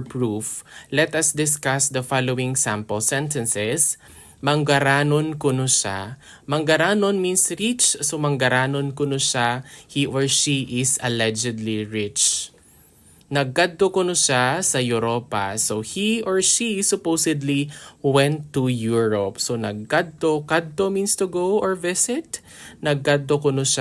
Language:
Hiligaynon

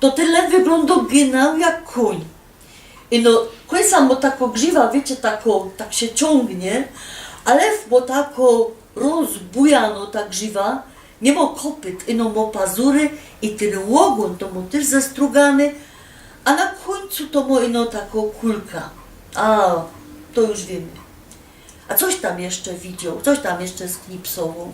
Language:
Silesian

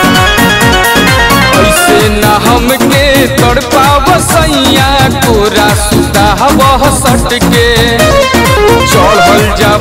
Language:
Bhojpuri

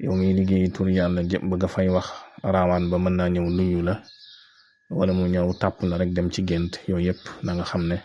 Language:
Wolof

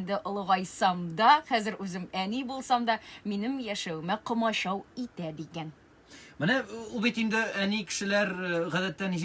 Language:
Tatar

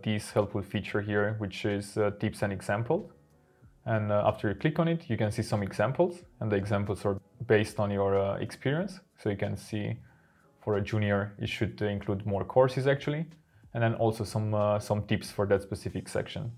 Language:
English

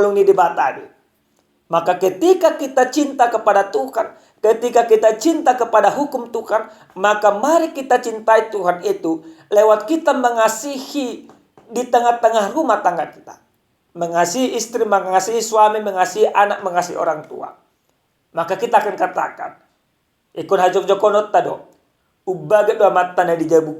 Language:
Batak Toba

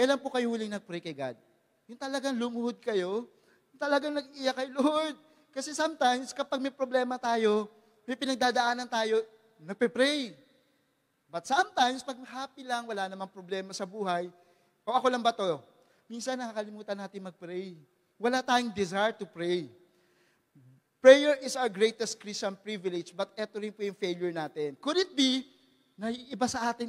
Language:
Filipino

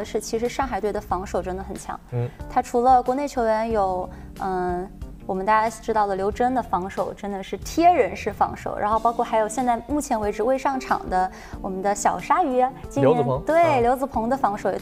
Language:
Chinese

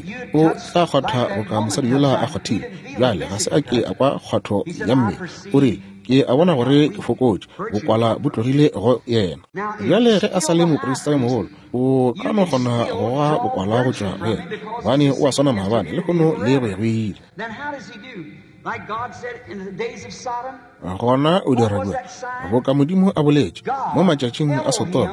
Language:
Northern Sotho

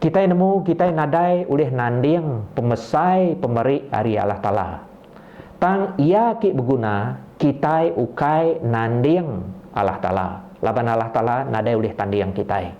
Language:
Iban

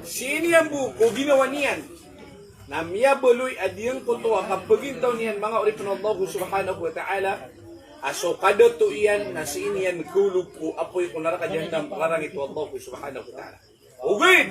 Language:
Maranao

